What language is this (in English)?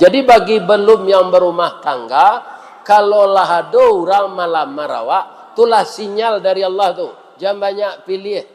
Minangkabau